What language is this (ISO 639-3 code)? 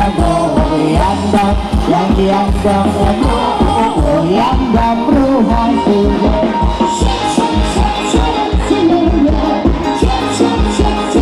tha